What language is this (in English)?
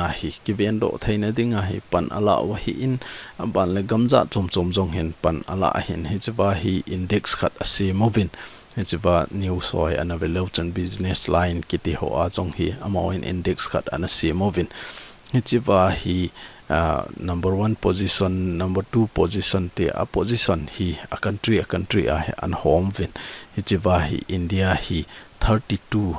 Thado Chin